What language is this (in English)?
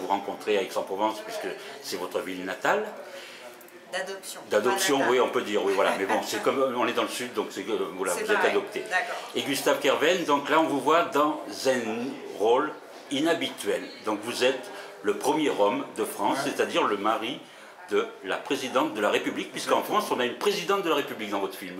French